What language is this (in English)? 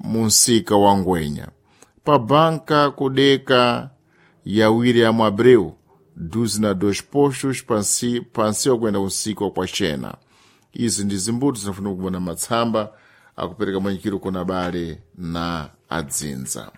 Sena